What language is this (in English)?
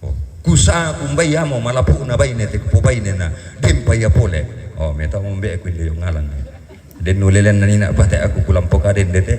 Toraja-Sa'dan